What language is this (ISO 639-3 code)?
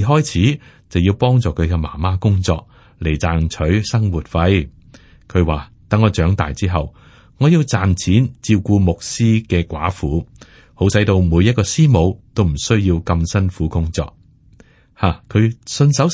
yue